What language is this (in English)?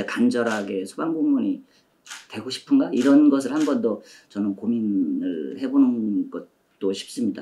Korean